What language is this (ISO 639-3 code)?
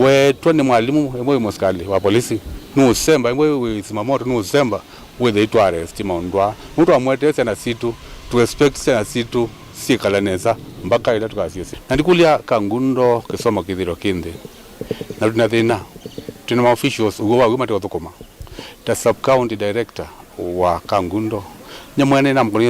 kam